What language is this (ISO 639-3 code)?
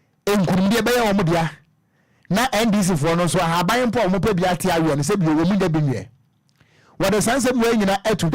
aka